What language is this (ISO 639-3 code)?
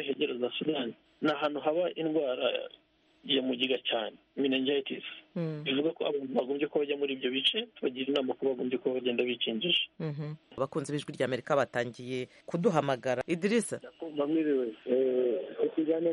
kin